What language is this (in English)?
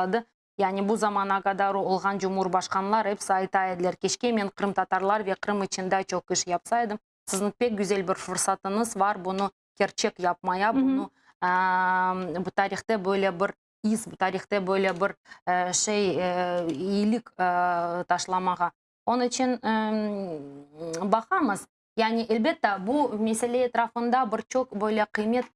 Crimean Tatar